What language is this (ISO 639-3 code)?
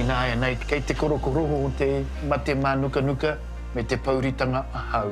mri